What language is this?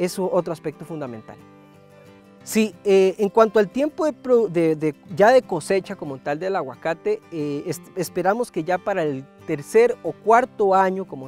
Spanish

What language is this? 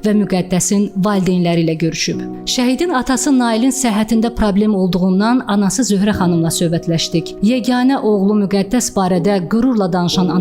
Azerbaijani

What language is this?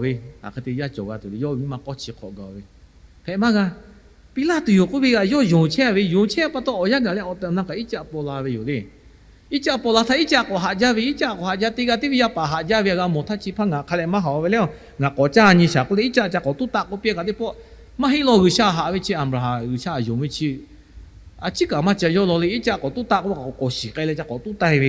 Lahu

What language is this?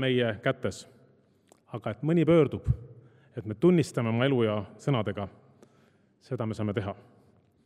Estonian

